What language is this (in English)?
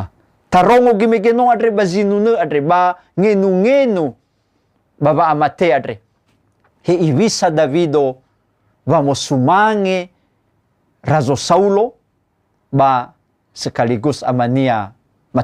Nias